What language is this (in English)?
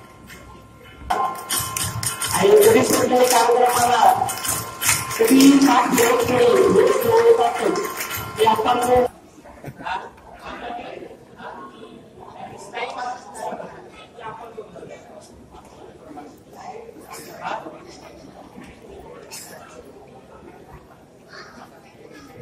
Marathi